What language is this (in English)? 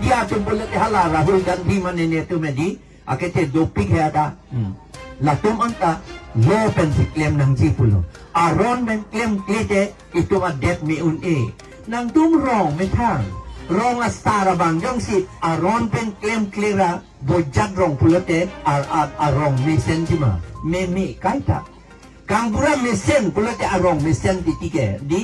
Karbi